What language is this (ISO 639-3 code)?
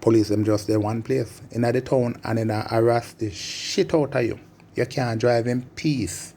jam